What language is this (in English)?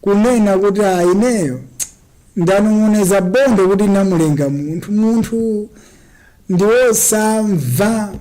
Nyanja